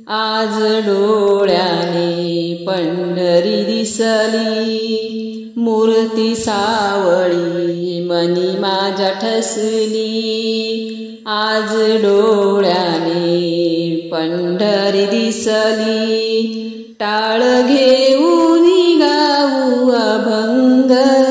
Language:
Marathi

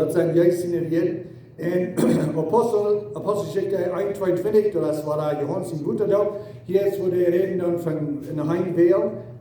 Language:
Plautdietsch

